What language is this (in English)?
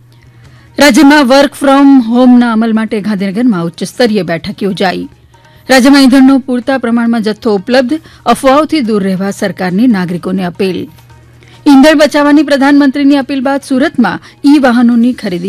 Gujarati